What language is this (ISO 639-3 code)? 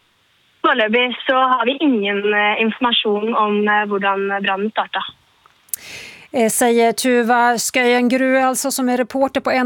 swe